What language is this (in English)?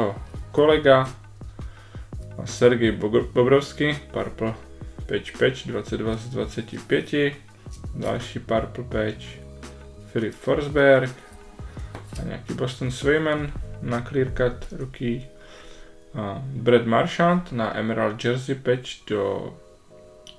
Czech